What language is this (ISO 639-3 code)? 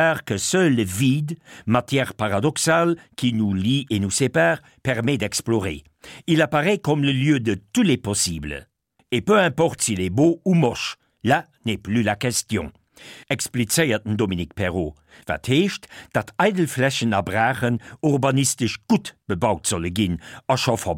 ltz